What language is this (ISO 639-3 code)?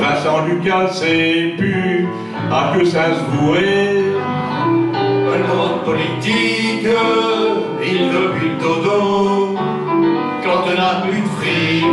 pcd